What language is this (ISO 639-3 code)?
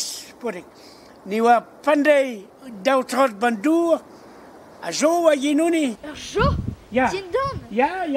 bre